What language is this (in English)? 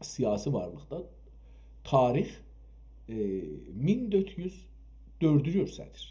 South Azerbaijani